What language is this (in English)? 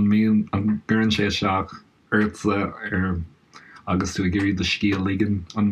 Irish